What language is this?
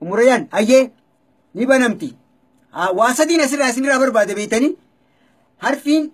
Oromo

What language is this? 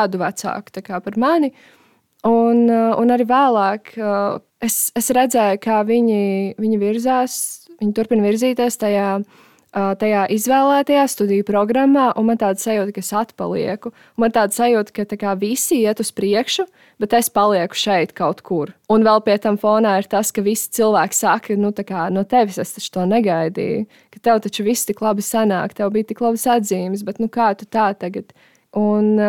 Latvian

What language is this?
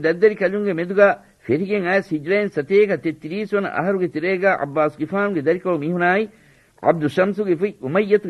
Divehi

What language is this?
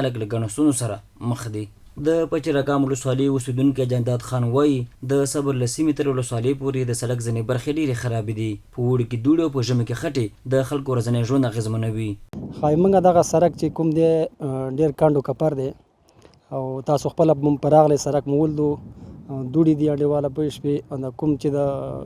Pashto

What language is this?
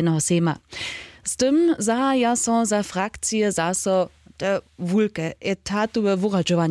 Upper Sorbian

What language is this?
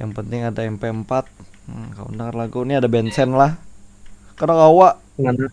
Banjar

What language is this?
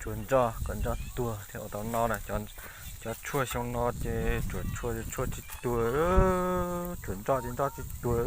Hmong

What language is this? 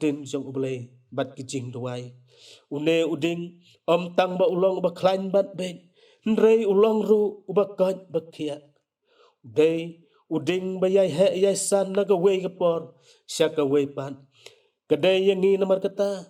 Khasi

